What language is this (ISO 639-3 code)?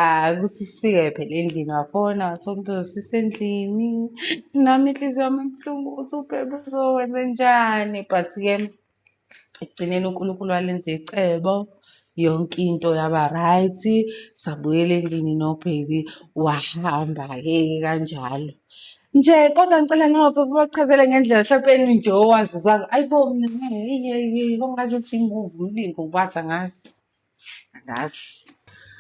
zul